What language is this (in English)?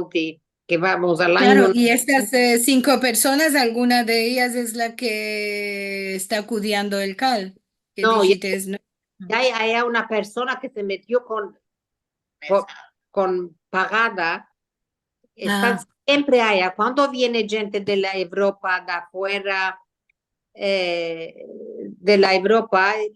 Ladino